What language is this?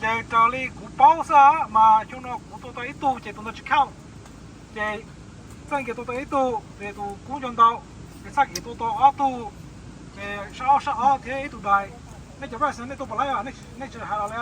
Hmong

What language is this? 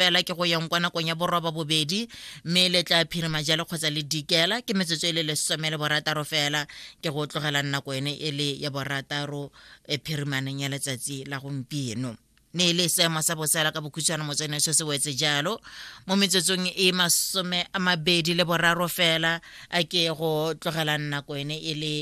Tswana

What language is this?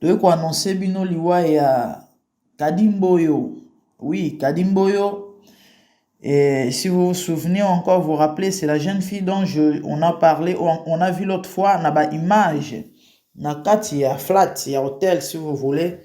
Lingala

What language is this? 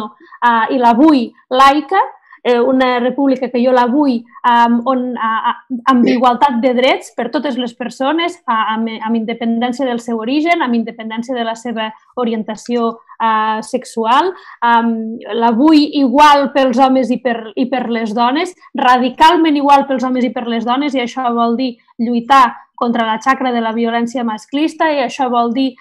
Catalan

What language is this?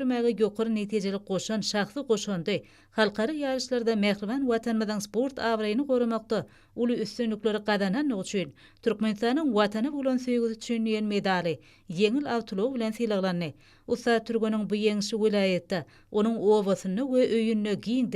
Turkmen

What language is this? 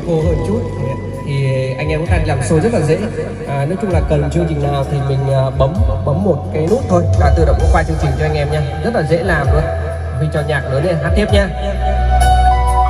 Vietnamese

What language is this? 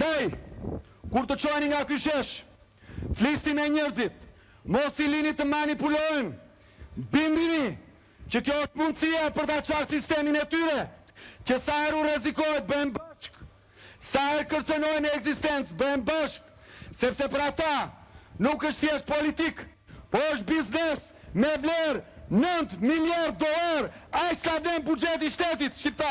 Albanian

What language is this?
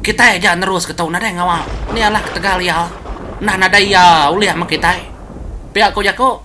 Iban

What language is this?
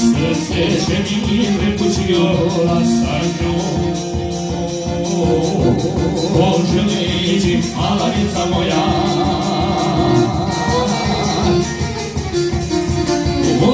Croatian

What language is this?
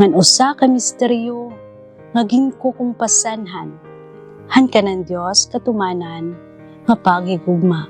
Waray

